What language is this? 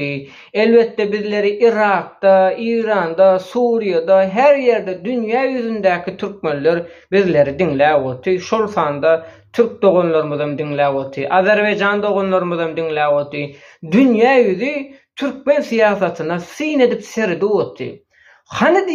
Turkmen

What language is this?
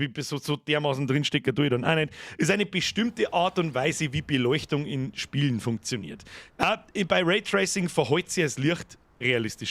Bavarian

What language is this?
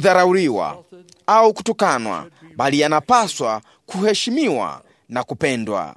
Swahili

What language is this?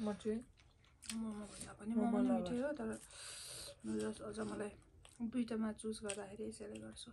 Nepali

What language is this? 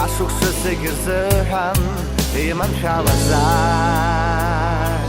Abkhazian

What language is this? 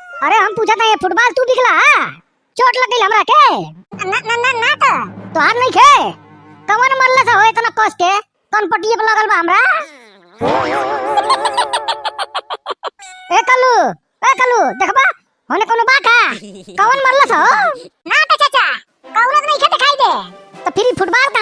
Bhojpuri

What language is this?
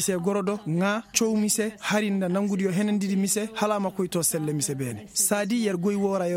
Koyraboro Senni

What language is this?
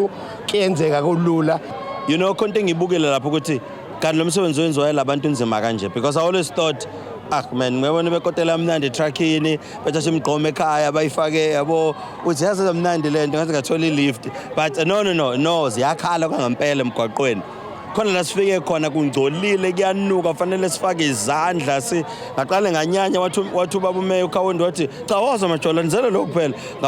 Zulu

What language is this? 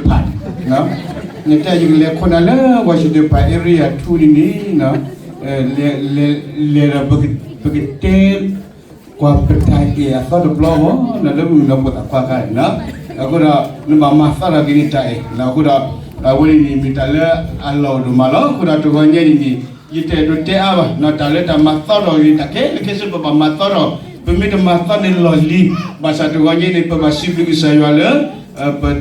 S'gaw Karen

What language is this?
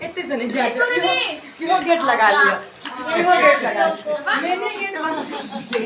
Maithili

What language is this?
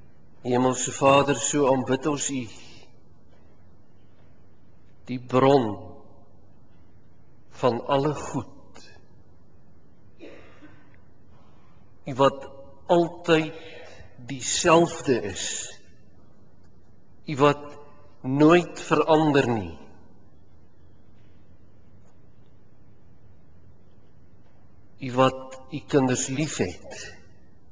Afrikaans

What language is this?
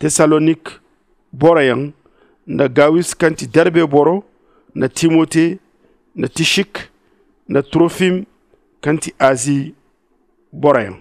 Zarma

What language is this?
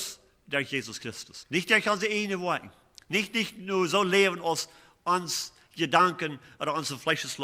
Plautdietsch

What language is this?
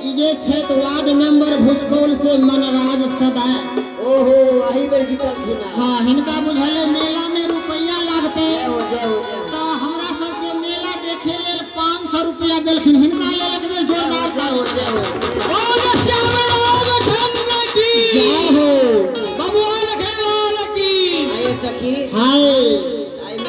Maithili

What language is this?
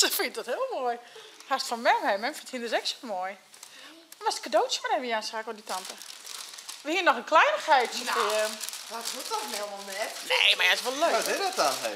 Western Frisian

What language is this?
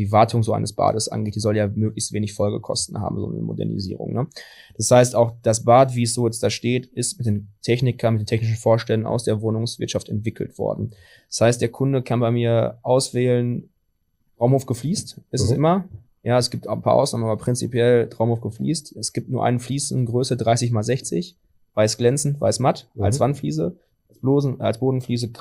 German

